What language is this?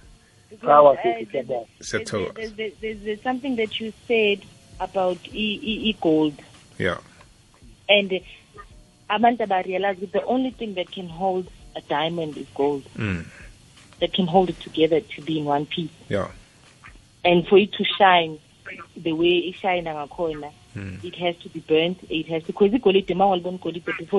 South Ndebele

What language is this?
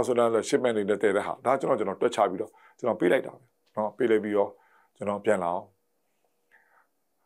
Burmese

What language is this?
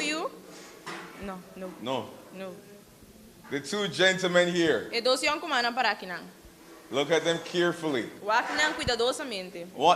Papiamento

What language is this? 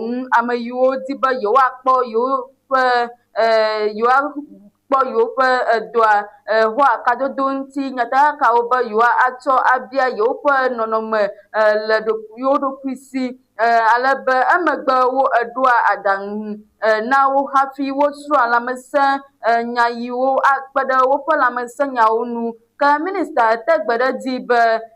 Ewe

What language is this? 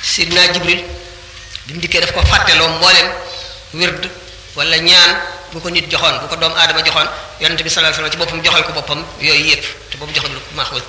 Wolof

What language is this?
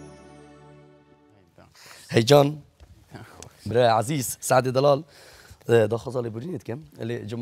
Kurdish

